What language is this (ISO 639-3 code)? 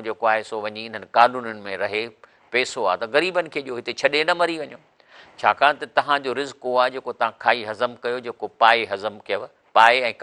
snd